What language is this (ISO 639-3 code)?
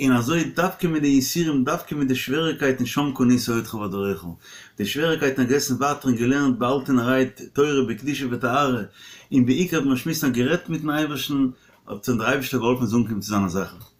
yid